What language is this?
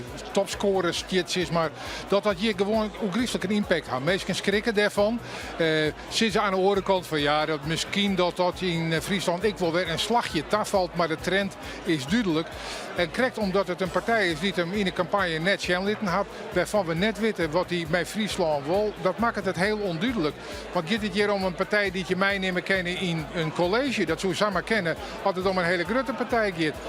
Western Frisian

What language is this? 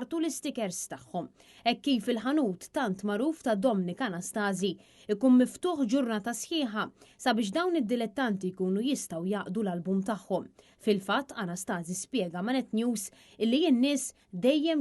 Maltese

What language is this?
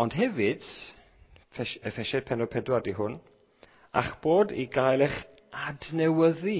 Welsh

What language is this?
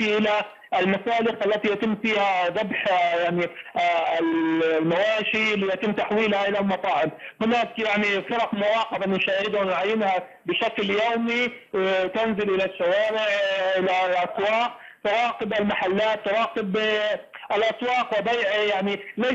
Arabic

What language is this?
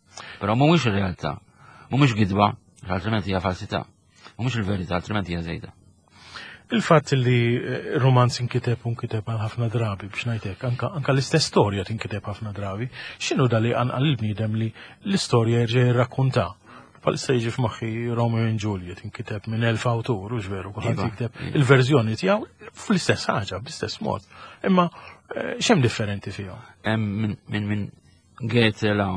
Maltese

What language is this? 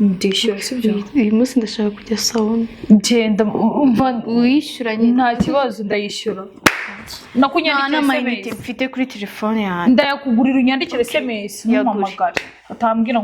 Kinyarwanda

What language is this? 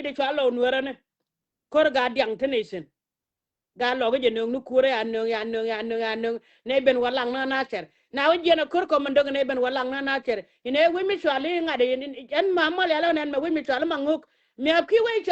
Nuer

